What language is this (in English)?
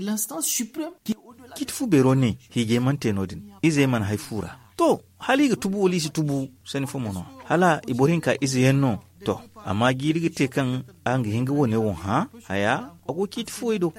Zarma